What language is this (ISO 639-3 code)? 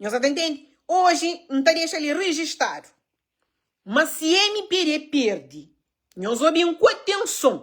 kea